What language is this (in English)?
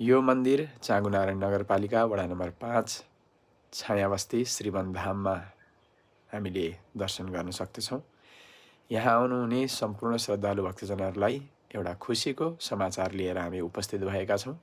Nepali